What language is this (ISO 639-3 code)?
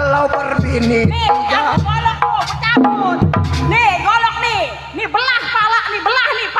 bew